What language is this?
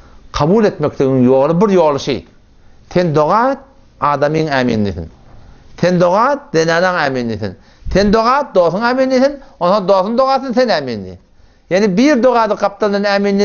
Turkmen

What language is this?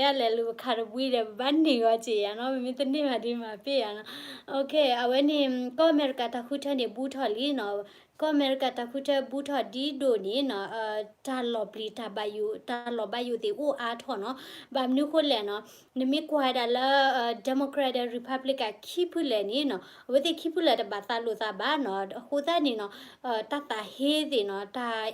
S'gaw Karen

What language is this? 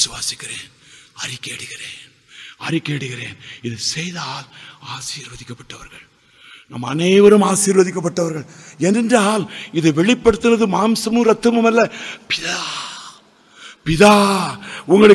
Tamil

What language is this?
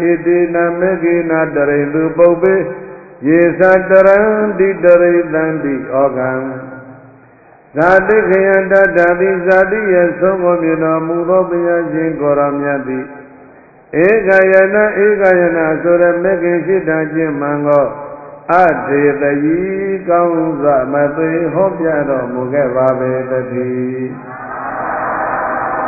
Burmese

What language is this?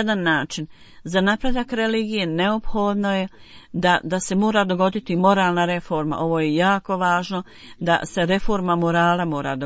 Bosnian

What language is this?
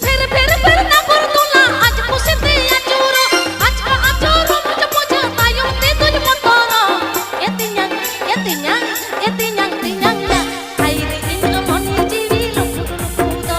Santali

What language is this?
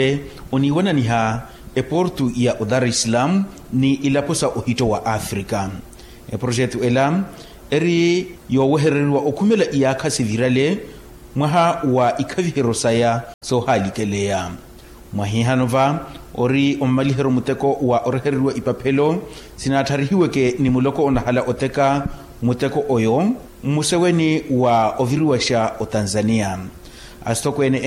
Makhuwa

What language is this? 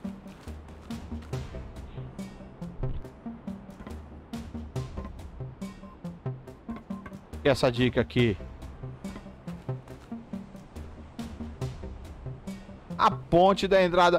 Portuguese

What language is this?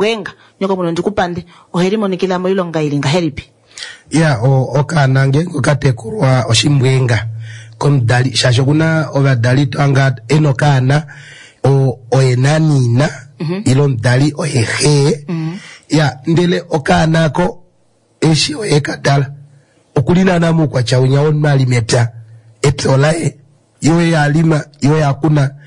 Kuanyama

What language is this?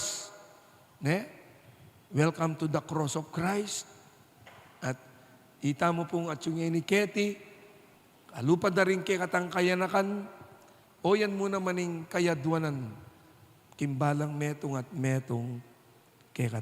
Pampanga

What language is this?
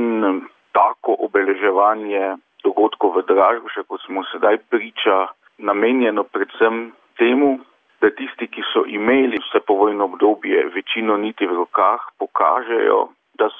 Slovenian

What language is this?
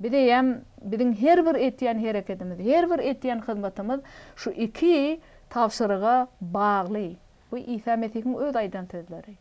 Turkmen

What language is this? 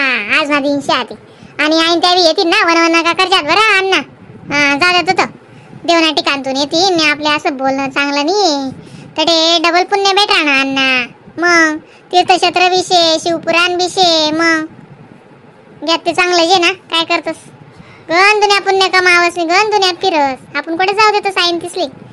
Khandesi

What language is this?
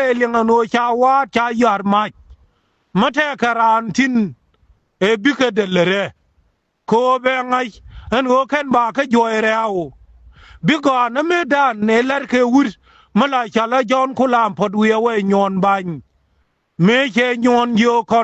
Nuer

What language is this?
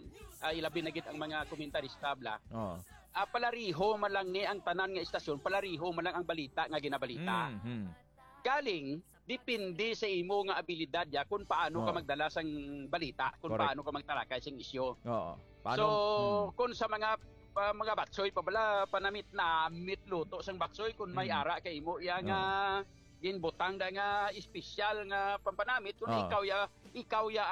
Hiligaynon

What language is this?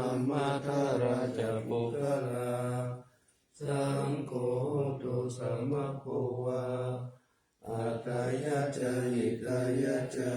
Pali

